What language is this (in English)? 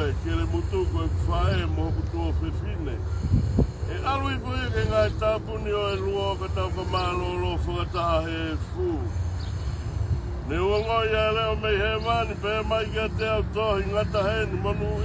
Tongan